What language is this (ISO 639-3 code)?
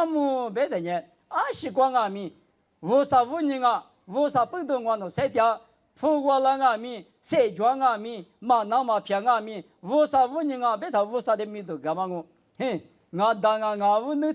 lis